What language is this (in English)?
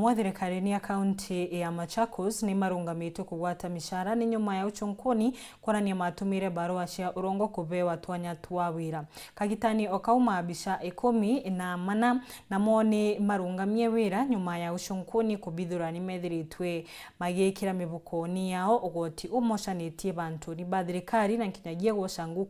Meru